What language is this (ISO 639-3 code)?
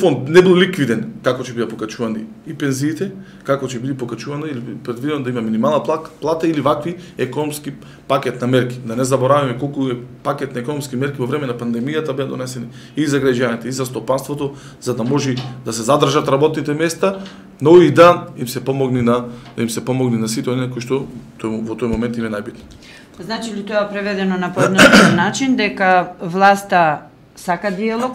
mkd